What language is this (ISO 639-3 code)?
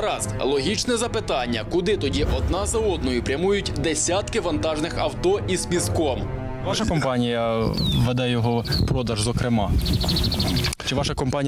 ukr